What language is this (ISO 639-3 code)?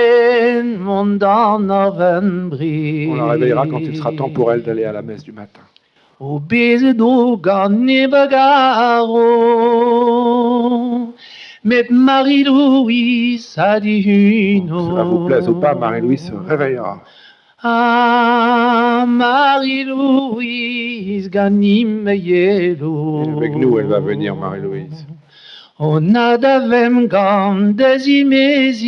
bre